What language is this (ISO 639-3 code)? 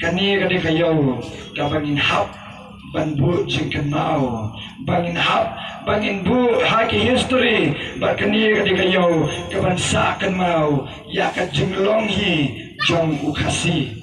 kha